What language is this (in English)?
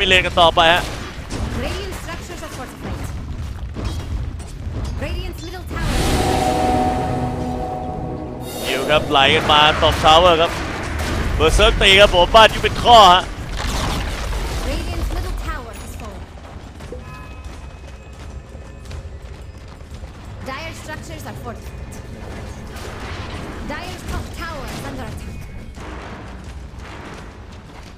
Thai